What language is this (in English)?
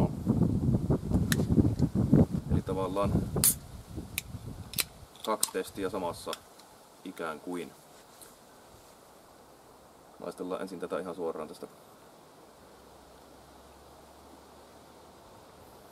Finnish